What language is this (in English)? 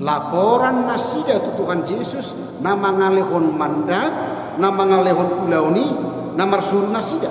Batak Toba